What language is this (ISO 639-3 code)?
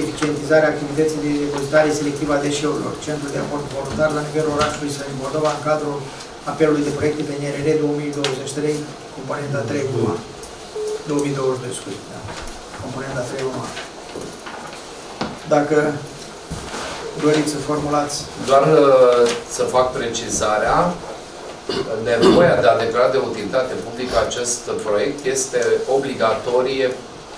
ron